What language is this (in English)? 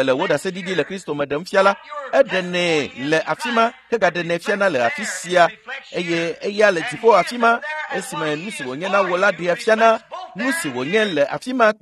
Ewe